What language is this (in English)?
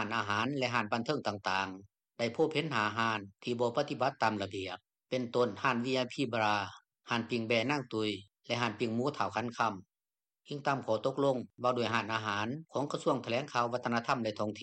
Lao